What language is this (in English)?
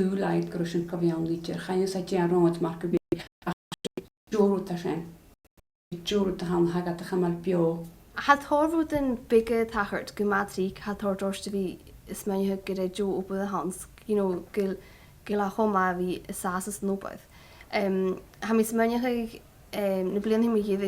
Scottish Gaelic